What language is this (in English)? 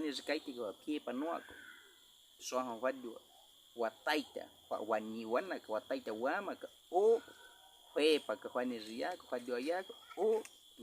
Baniwa